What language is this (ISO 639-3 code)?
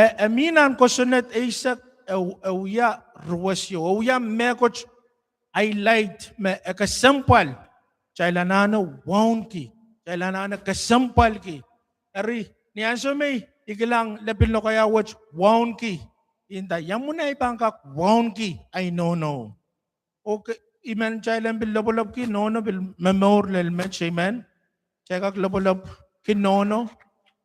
pon